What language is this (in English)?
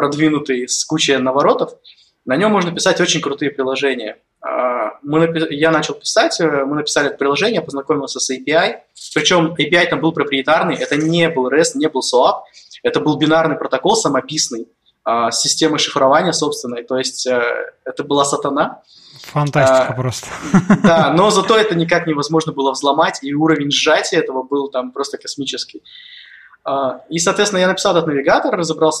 Russian